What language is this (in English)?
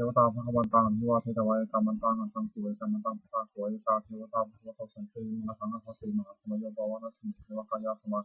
Pali